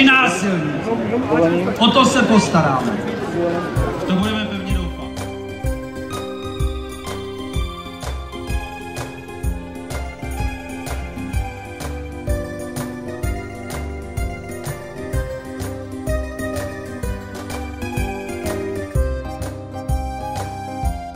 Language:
Czech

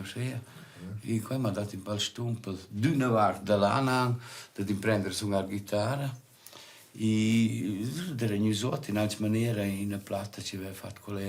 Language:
Romansh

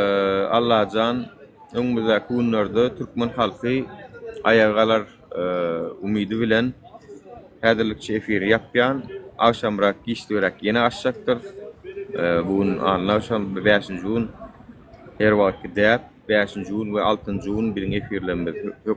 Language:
Turkmen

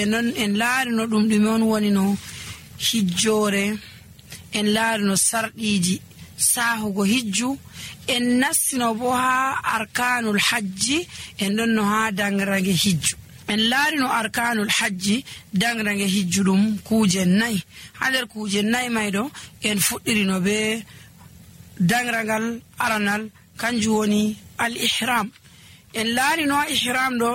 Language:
Nigerian Fulfulde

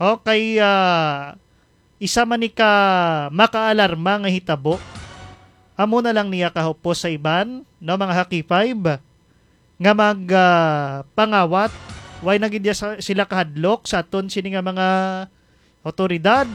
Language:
Hiligaynon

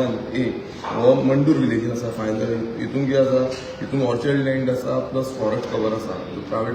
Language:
Konkani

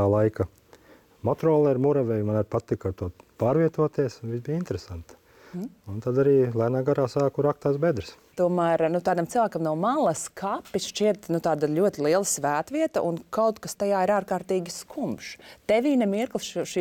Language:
Latvian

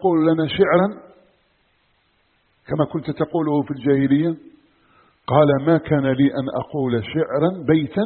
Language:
Arabic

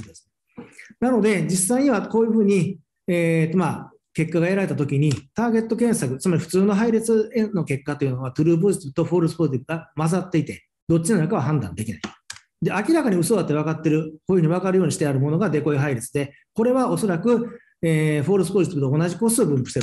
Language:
Japanese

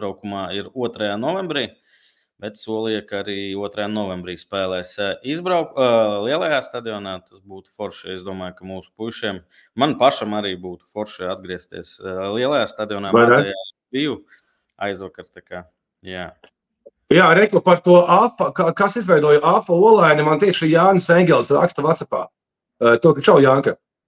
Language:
Latvian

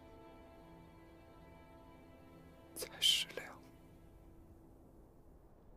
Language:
Chinese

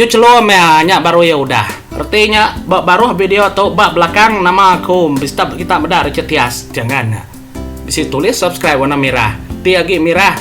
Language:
Iban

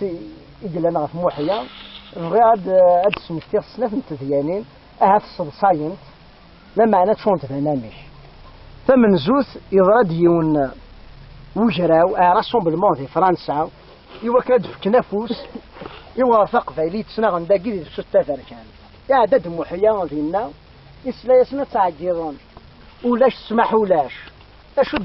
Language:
Kabyle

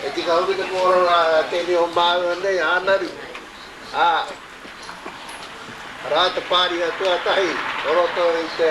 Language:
Māori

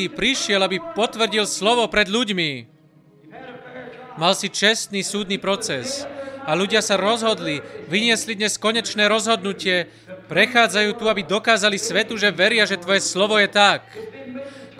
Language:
Slovak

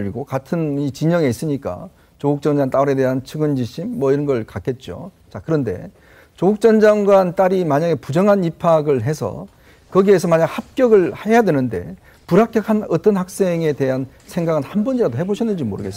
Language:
Korean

